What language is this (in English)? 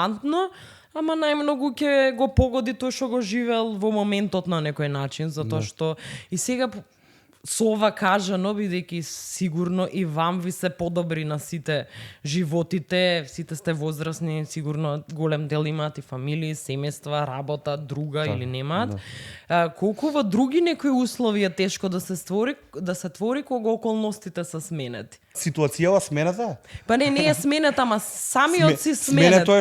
Macedonian